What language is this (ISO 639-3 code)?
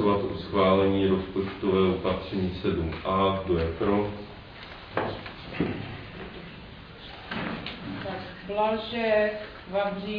ces